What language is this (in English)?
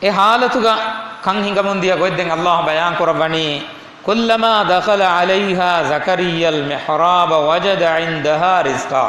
Divehi